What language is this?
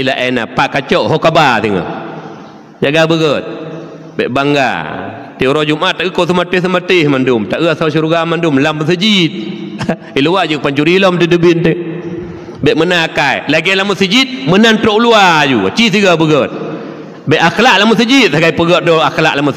Achinese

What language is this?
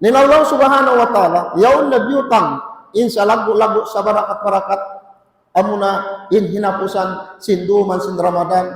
Tausug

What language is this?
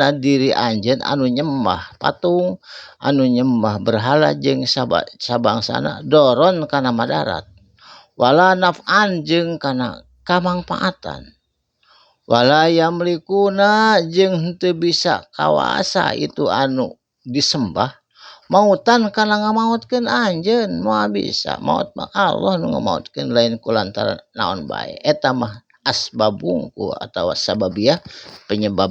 Sundanese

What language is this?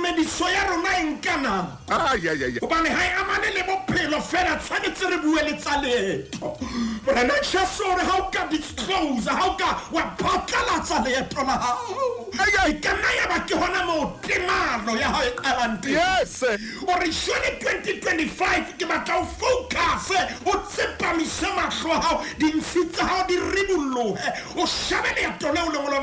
Southern Sotho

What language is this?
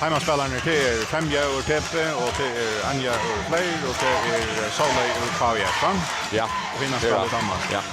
Faroese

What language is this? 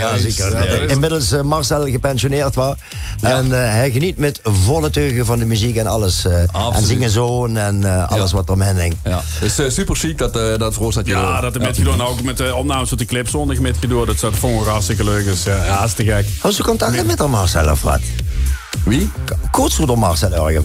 Limburgish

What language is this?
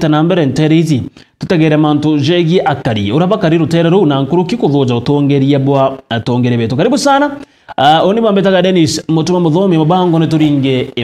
Meru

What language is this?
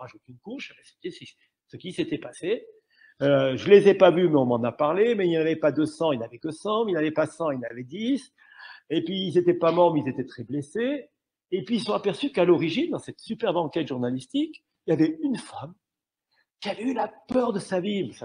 French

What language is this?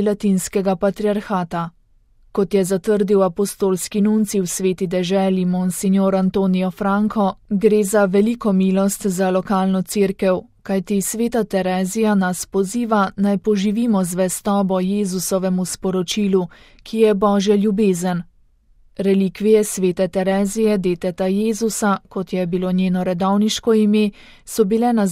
Slovenian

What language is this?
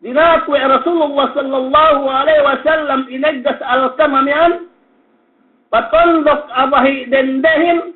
Yakan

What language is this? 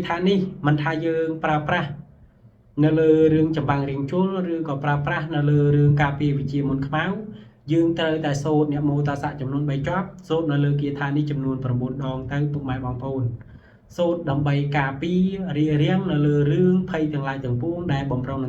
Khmer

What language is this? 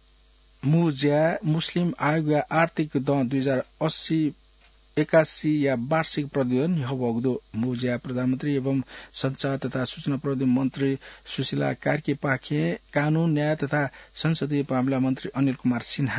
Newari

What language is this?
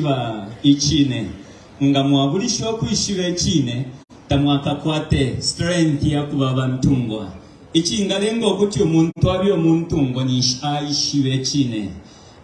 Bemba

